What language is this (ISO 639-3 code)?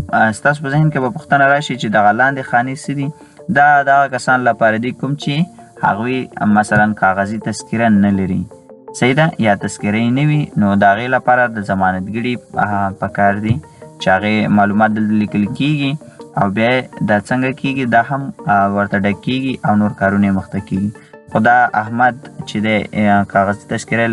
pus